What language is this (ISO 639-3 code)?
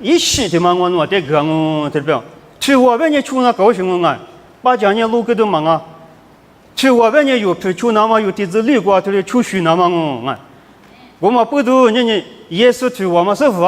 lis